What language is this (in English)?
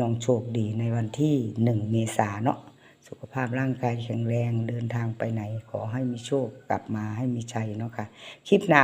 Northeastern Thai